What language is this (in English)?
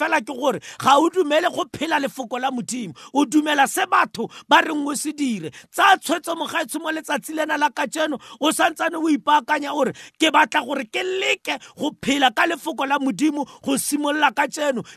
Tswana